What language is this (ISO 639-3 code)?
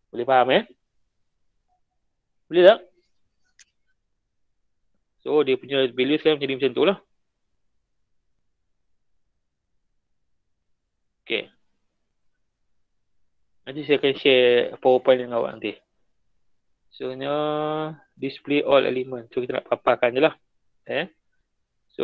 msa